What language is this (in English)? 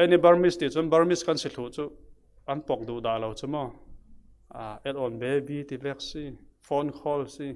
Falam Chin